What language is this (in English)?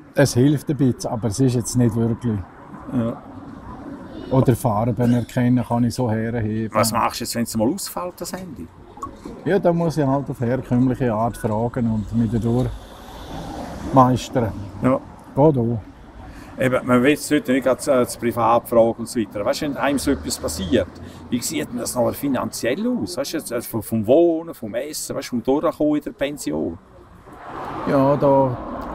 German